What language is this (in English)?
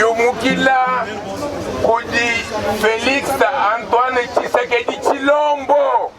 Luba-Lulua